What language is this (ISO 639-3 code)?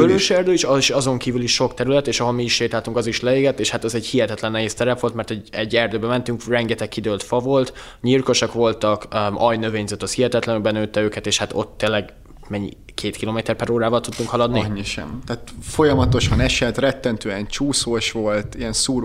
hun